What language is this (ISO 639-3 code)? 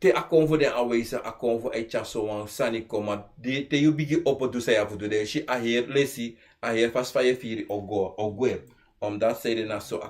srn